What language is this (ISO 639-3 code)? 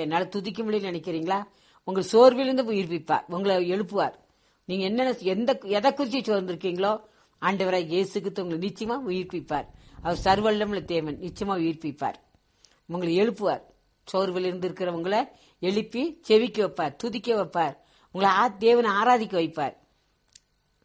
tam